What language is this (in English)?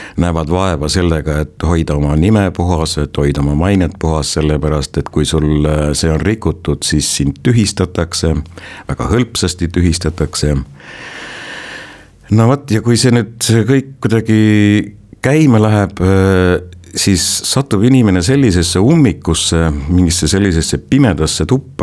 Estonian